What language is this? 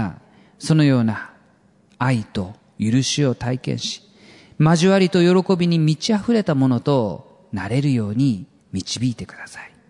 Japanese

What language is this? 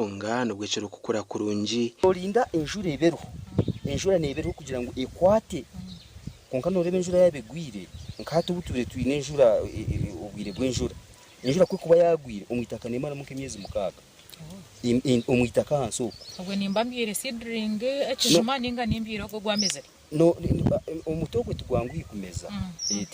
Nyankole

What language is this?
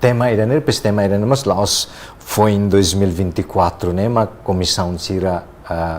Tetum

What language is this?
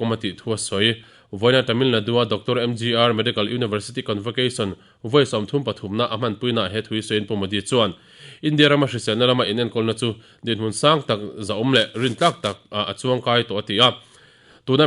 Mizo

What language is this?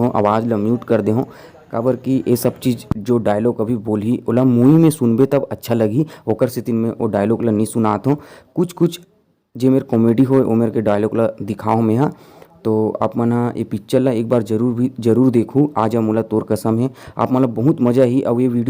Chhattisgarhi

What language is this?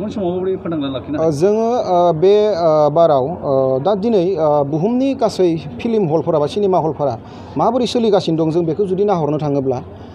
Bodo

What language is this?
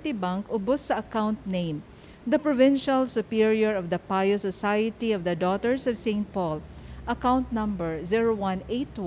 Cebuano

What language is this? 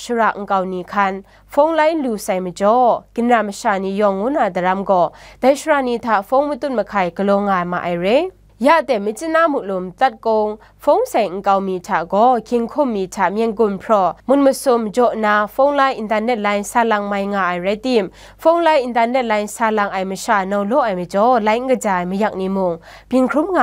Kachin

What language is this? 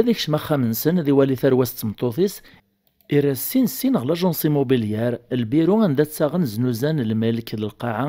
Kabyle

